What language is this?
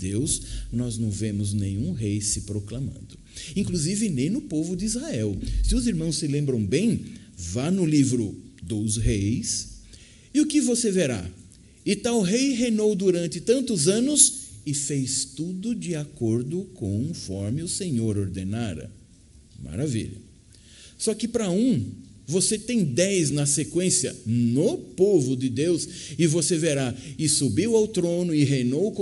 Portuguese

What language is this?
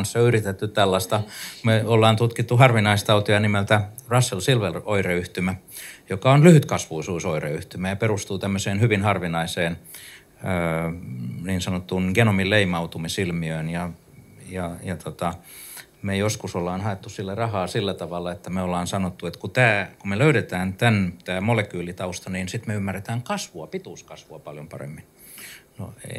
Finnish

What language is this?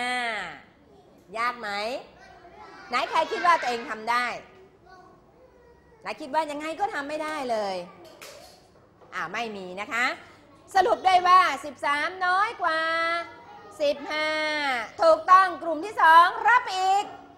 Thai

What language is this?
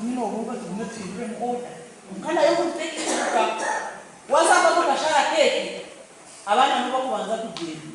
Nyankole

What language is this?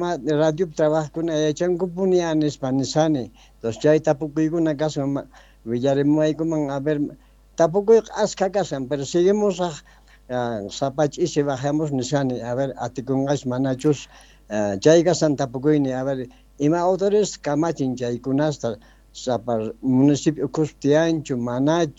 South Bolivian Quechua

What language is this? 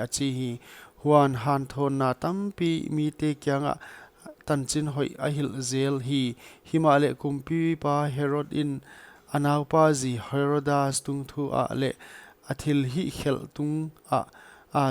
Paite Chin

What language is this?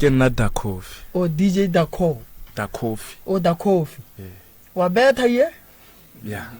Northern Sotho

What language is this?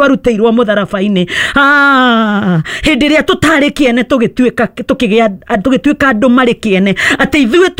Kikuyu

